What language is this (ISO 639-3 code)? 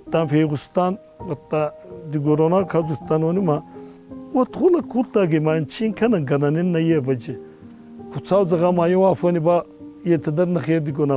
oss